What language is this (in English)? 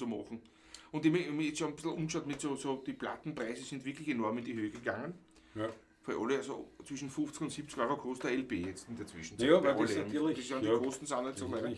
Bavarian